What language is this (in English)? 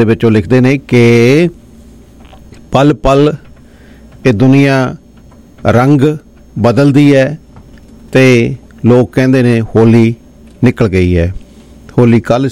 Punjabi